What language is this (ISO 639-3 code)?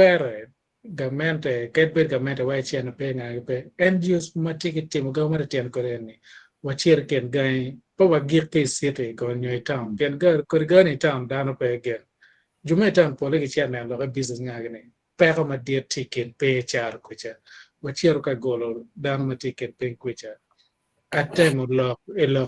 ach